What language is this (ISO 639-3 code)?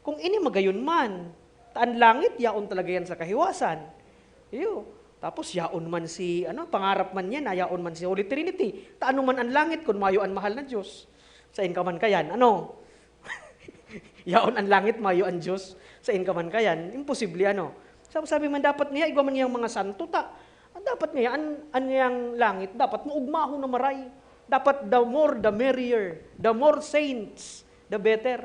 bik